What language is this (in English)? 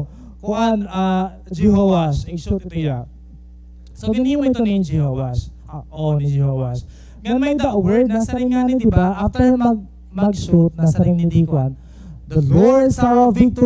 Waray